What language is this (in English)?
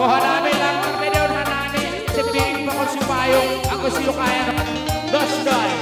Batak Simalungun